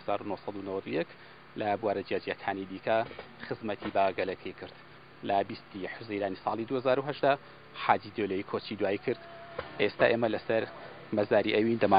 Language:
Central Kurdish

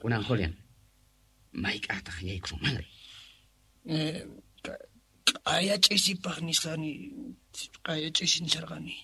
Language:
Quechua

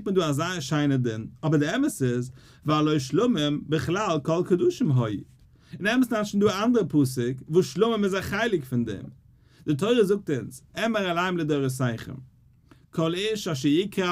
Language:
Yiddish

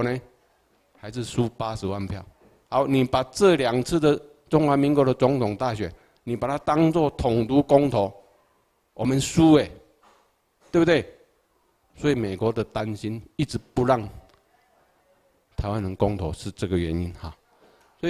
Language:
Chinese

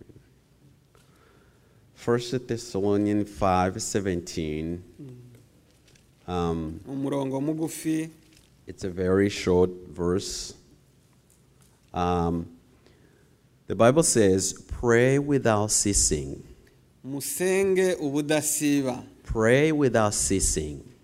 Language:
Kinyarwanda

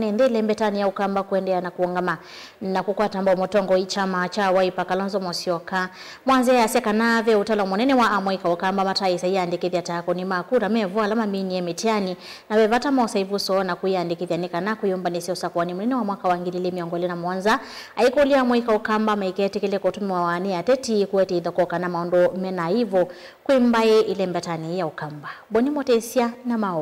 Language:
Kamba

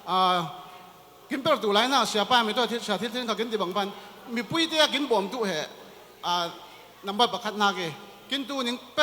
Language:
Falam Chin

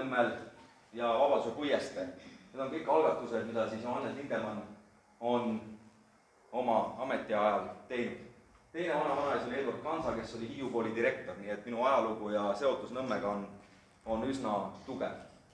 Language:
Estonian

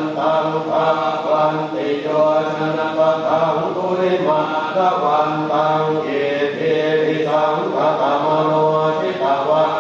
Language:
Pali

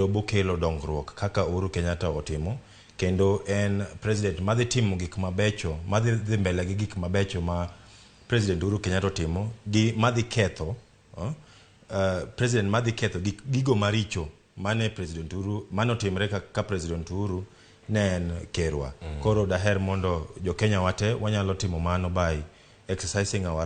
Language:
Luo (Kenya and Tanzania)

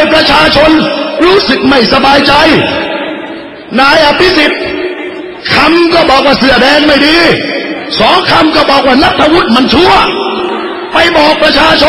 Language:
Thai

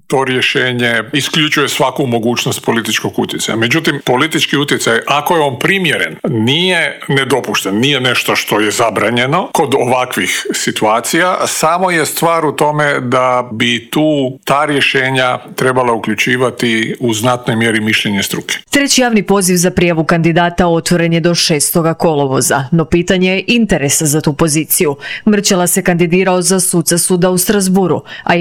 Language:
Croatian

